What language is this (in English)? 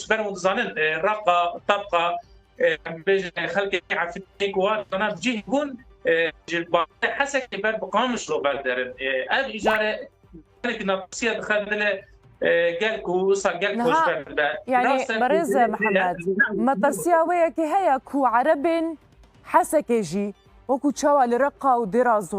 Kurdish